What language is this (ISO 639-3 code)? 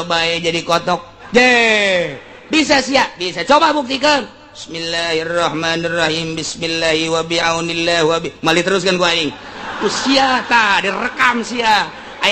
sun